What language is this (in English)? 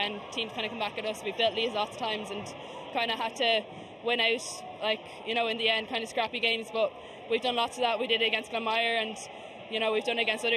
English